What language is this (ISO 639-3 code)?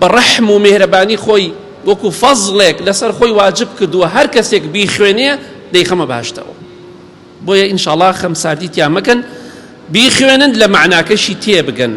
ckb